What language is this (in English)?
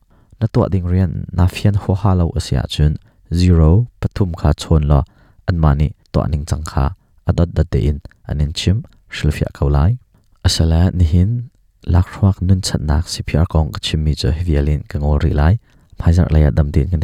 Hakha Chin